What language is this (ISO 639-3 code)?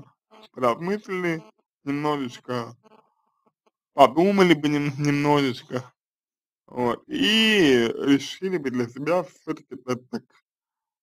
rus